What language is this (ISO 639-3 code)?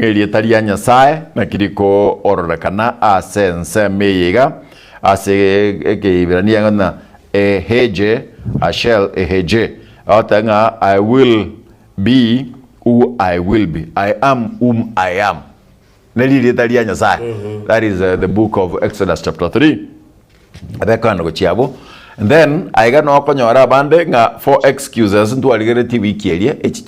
guz